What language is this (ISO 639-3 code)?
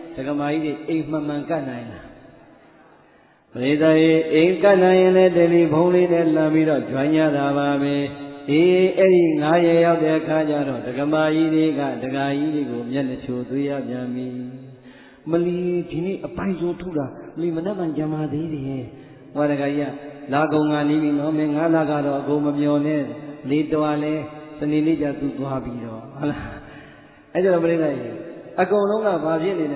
mya